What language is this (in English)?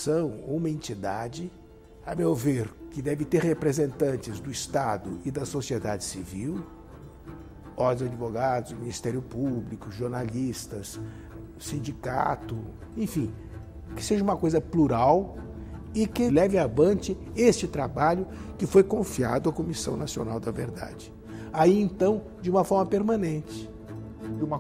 Portuguese